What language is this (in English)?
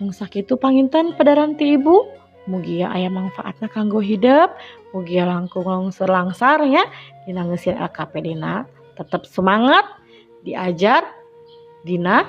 Sundanese